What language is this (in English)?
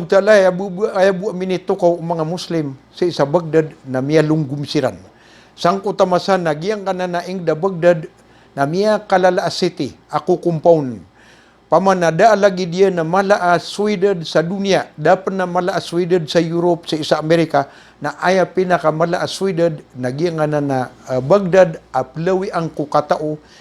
Maranao